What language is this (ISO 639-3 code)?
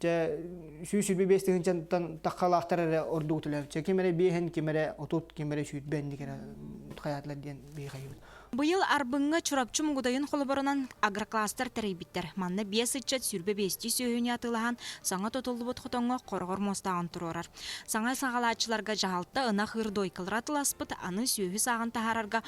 sah